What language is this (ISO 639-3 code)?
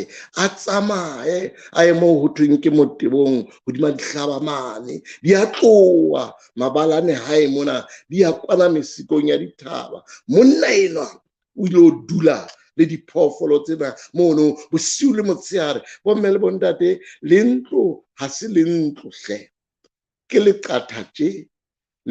sot